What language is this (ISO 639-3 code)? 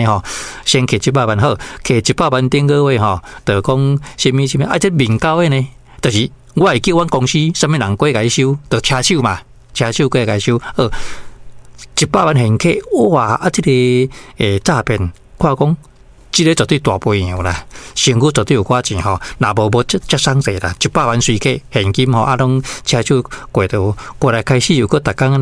nan